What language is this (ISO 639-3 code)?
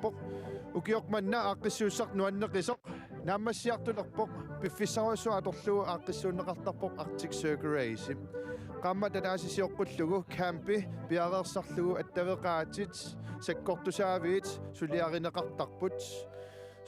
kal